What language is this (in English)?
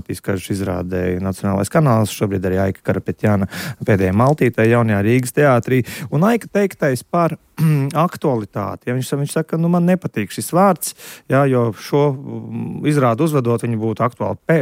Latvian